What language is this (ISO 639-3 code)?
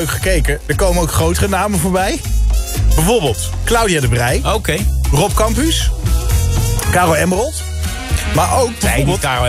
nld